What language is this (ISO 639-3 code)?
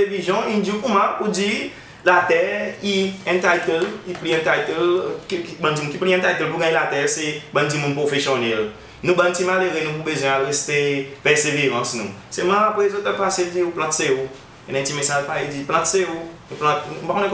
crs